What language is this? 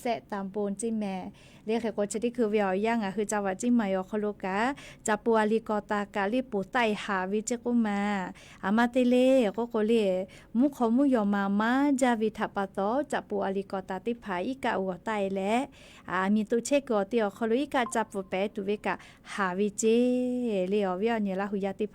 Lahu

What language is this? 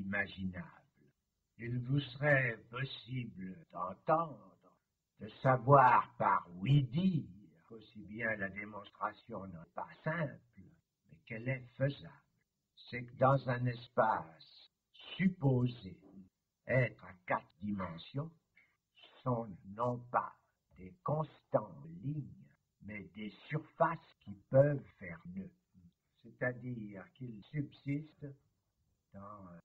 French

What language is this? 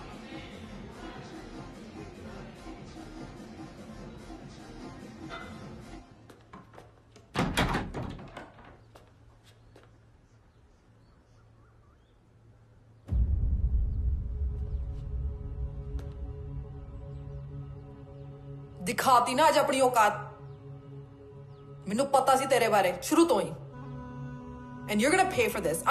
Punjabi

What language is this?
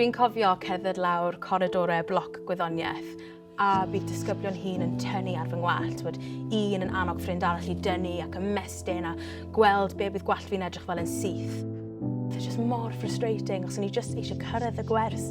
Welsh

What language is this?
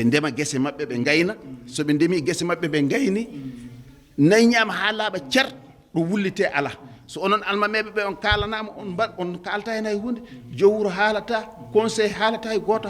Fula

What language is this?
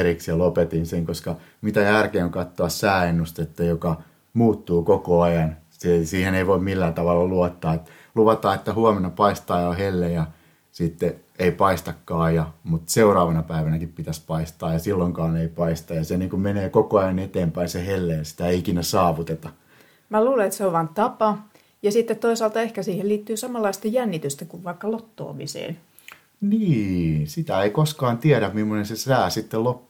Finnish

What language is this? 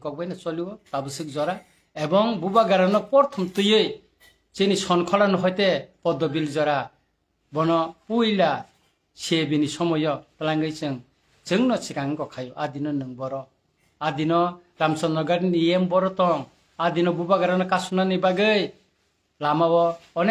Kok Borok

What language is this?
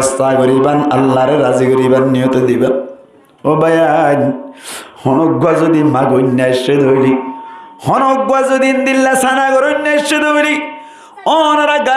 Rohingya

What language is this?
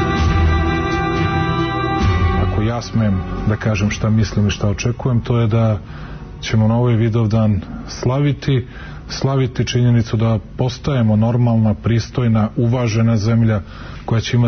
Serbian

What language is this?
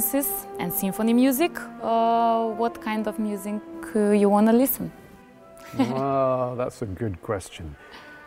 English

